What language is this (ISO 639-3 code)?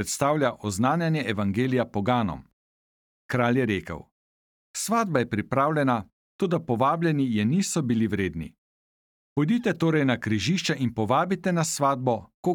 slv